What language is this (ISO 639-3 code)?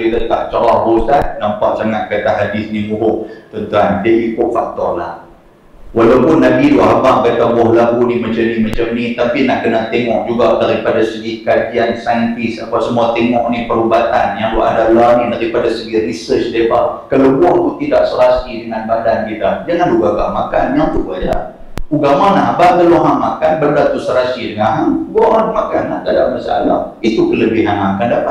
msa